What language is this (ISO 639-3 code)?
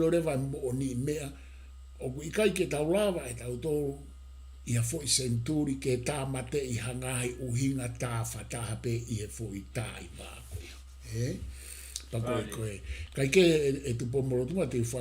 ton